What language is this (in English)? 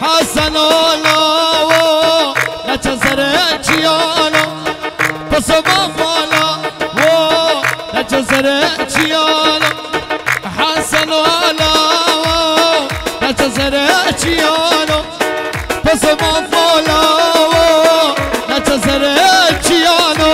Kurdish